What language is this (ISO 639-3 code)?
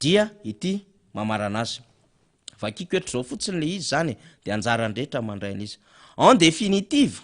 mlg